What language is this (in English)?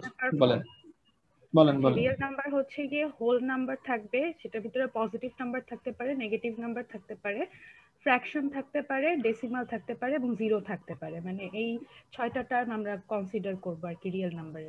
Bangla